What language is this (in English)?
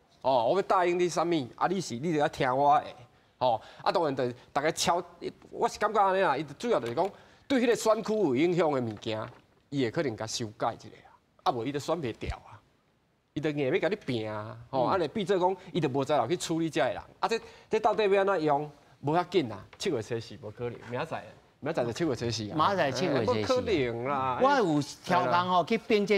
Min Nan Chinese